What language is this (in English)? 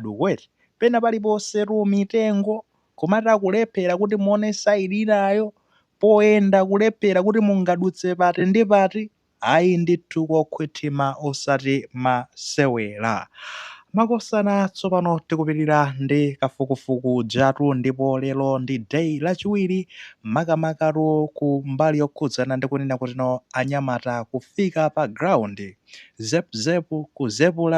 Nyanja